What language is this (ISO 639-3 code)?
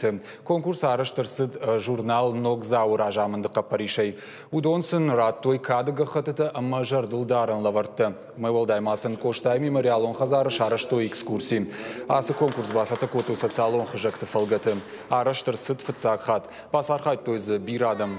oss